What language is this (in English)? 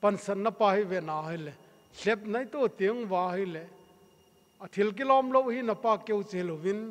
Thado Chin